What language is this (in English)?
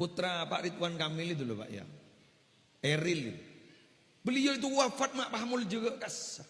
Madurese